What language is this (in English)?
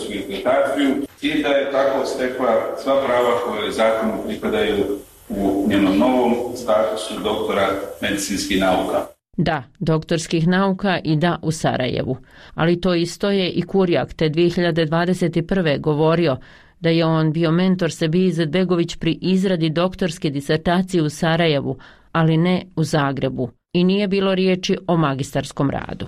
Bosnian